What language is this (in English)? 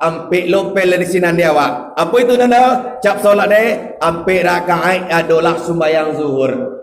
Minangkabau